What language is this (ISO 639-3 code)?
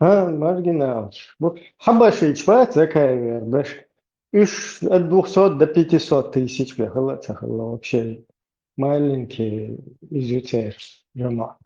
che